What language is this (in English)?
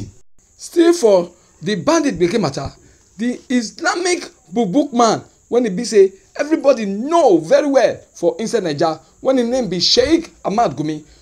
Nigerian Pidgin